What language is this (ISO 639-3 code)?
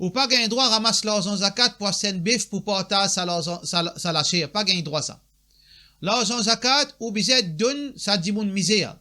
mfe